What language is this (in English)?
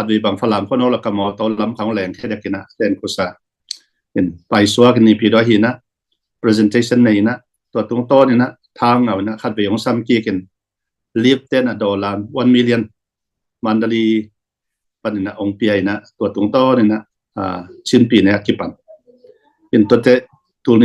Tedim Chin